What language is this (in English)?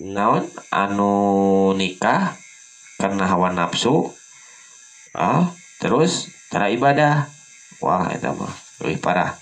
Sundanese